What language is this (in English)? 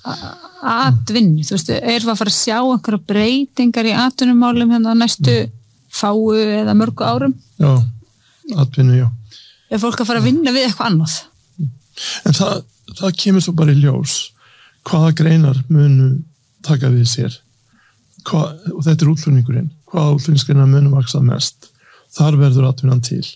Icelandic